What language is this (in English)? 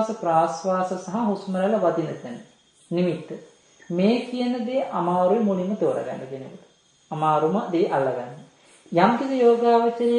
Sinhala